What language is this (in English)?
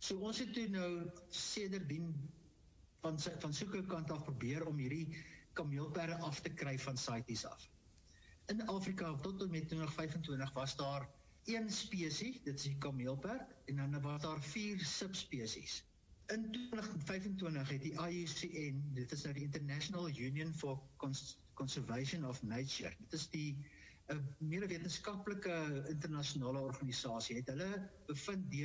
Afrikaans